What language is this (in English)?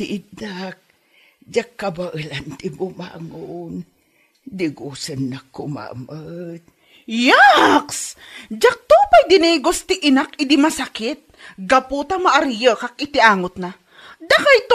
Iloko